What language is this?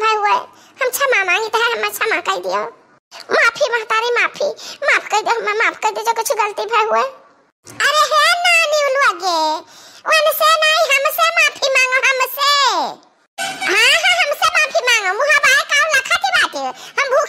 Awadhi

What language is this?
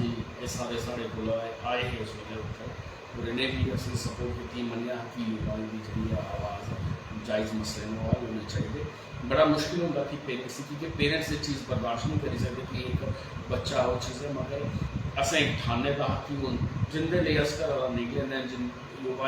Dogri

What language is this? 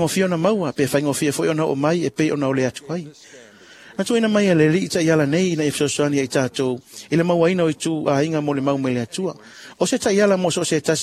Samoan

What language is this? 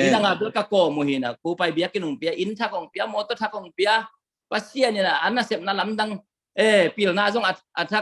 Tedim Chin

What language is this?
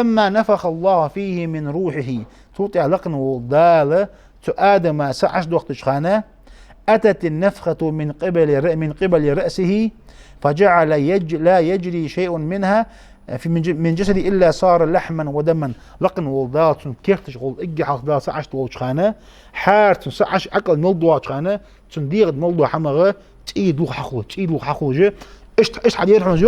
Ingush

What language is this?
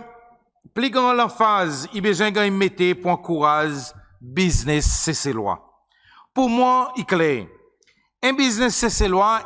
Seselwa Creole French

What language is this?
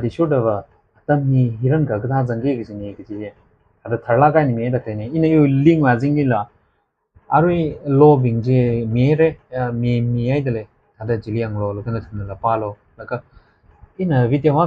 Tangkhul Naga (India)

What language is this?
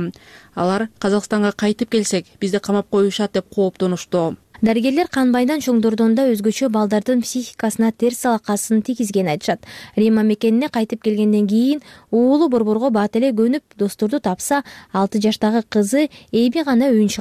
Kyrgyz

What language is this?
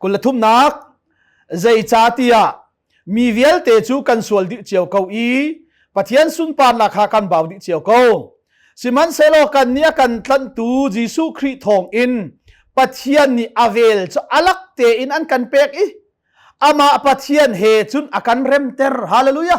Hakha Chin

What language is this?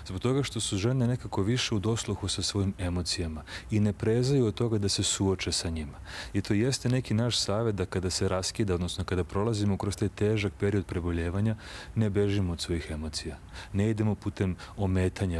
Serbian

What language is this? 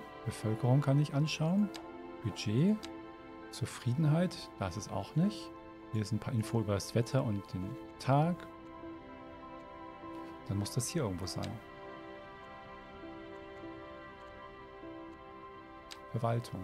German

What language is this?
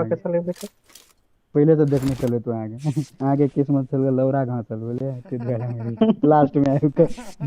Maithili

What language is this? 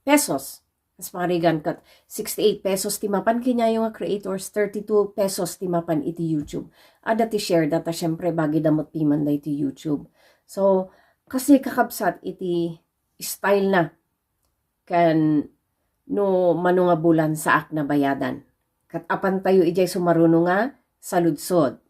Iloko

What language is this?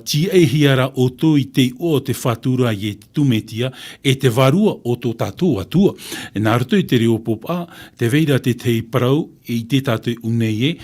Tahitian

